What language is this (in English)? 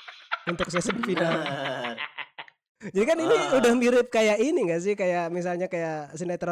Indonesian